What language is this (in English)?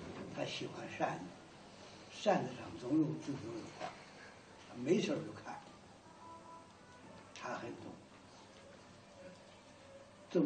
Chinese